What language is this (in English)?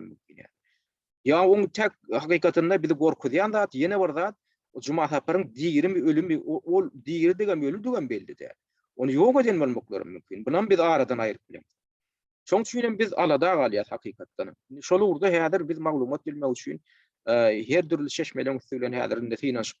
Turkmen